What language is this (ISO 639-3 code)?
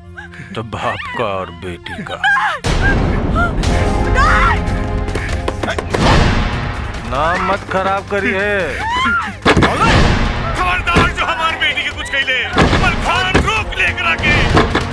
bho